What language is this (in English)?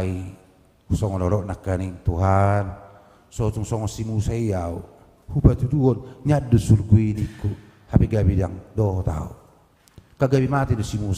Batak Toba